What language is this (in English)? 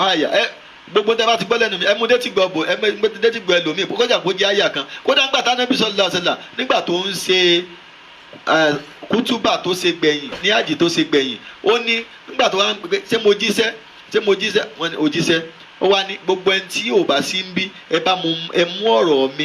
Yoruba